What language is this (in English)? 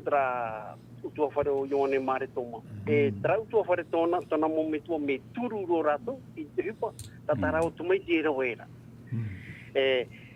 Tahitian